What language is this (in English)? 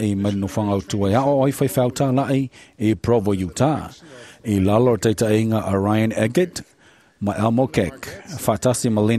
Samoan